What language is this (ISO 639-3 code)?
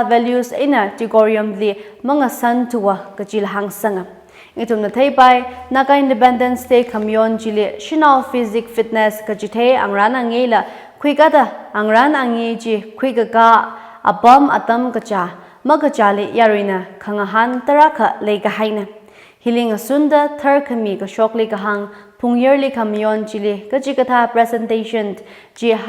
nmf